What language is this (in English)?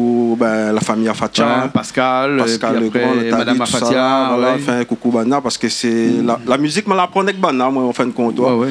Réunion Creole French